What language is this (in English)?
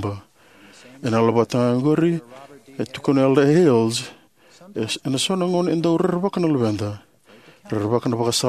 Fijian